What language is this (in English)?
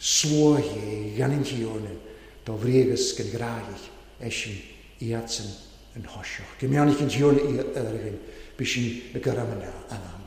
Welsh